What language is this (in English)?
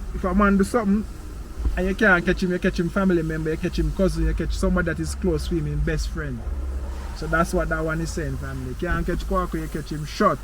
Jamaican Creole English